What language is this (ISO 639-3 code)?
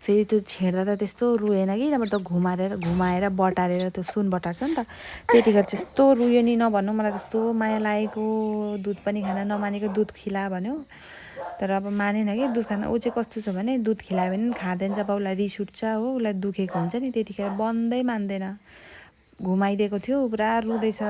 nep